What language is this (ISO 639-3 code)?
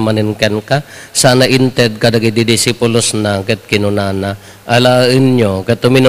ilo